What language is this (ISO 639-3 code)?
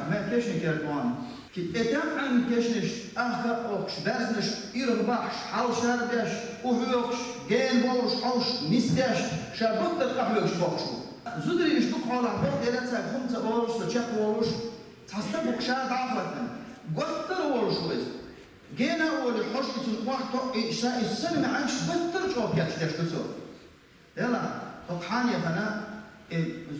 che